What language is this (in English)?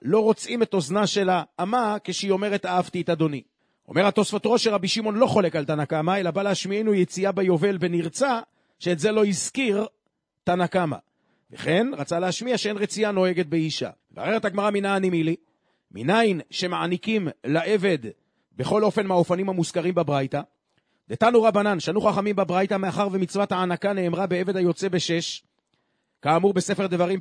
Hebrew